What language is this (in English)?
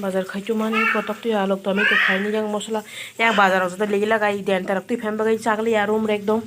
Kok Borok